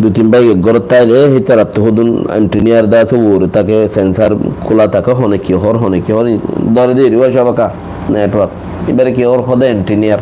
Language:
Rohingya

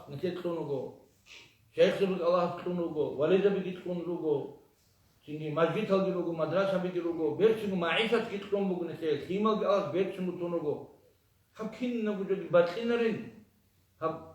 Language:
Avaric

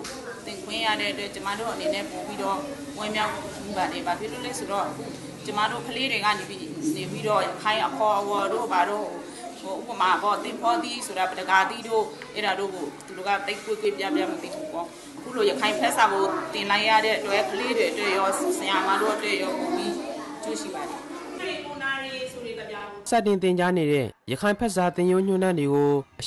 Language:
Burmese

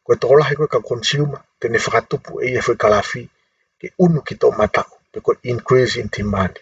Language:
Tongan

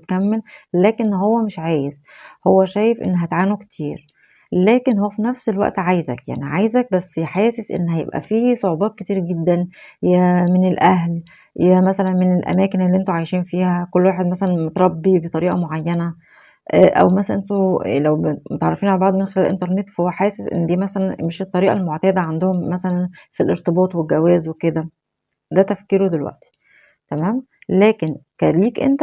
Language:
Egyptian Arabic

